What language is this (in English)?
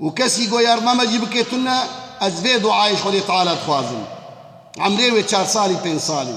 Kurdish